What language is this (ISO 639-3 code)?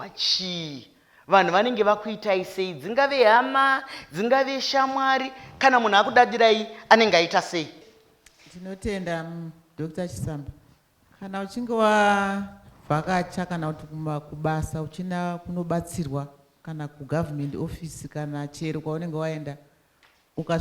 sna